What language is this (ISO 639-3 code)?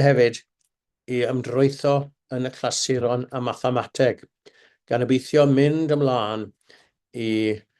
cym